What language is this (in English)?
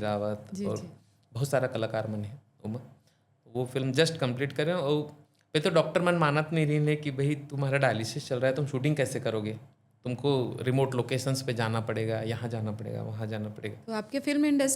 Chhattisgarhi